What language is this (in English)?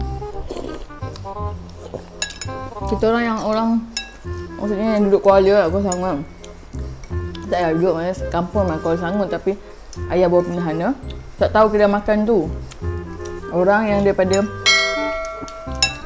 Malay